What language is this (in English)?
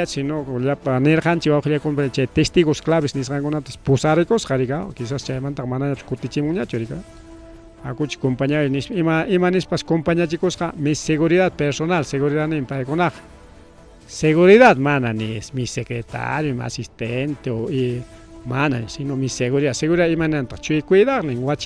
Ayacucho Quechua